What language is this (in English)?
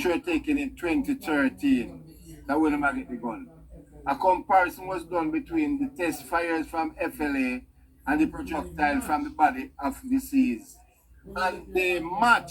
Jamaican Creole English